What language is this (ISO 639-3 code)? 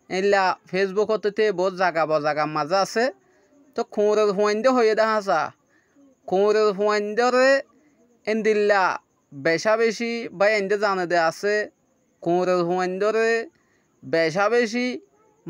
rhg